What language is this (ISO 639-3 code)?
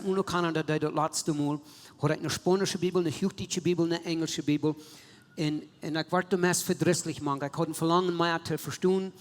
pdt